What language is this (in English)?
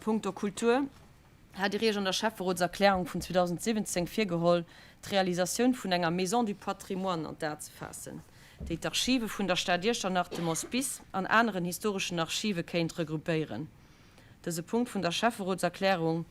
Luxembourgish